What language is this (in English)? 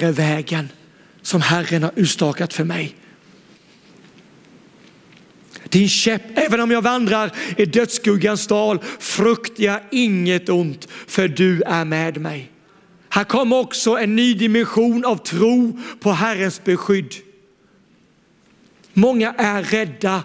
Swedish